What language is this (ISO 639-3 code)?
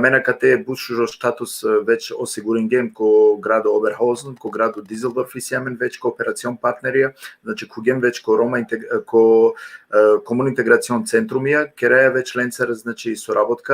rmn